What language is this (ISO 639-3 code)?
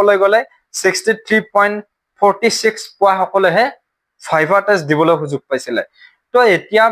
asm